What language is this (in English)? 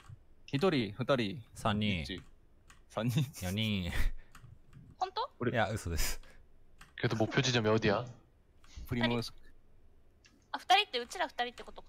Japanese